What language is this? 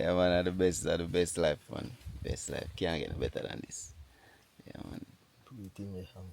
Jamaican Creole English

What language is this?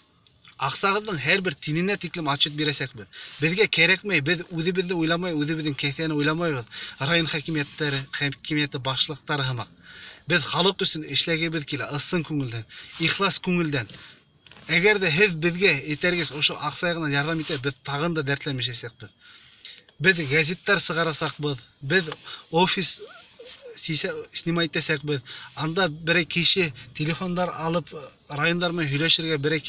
Bashkir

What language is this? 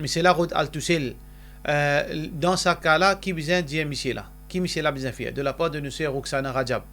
Morisyen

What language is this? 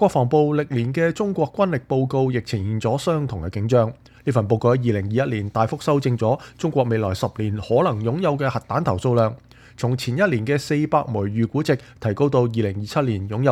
Cantonese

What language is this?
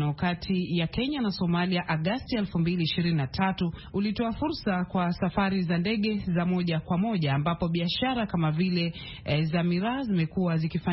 Swahili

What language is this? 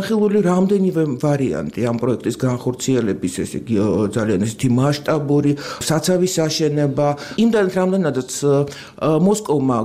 Georgian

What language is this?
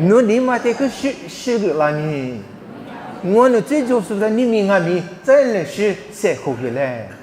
Lisu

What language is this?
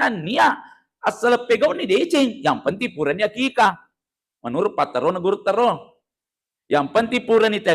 Buginese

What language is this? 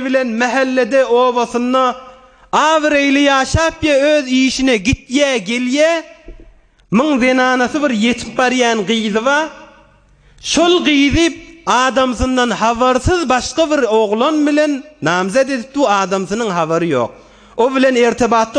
Turkmen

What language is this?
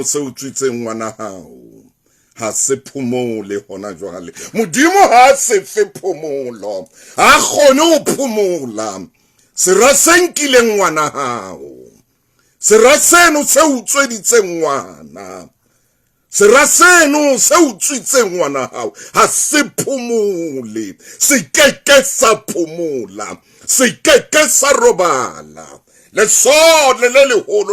Southern Sotho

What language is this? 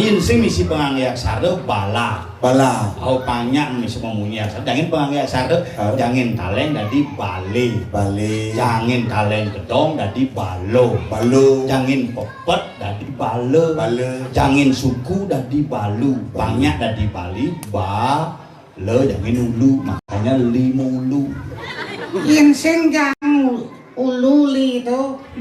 Balinese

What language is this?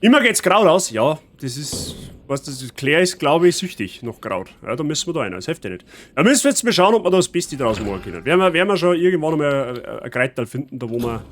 Bavarian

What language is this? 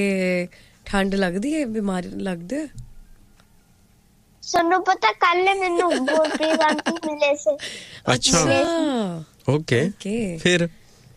Punjabi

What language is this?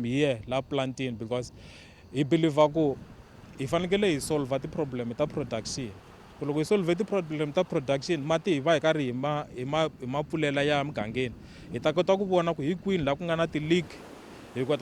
Tsonga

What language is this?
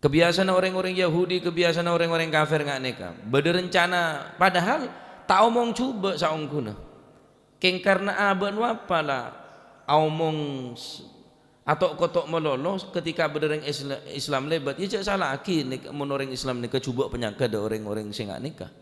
Madurese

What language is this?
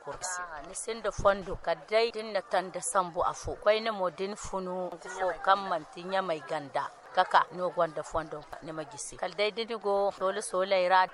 Zarma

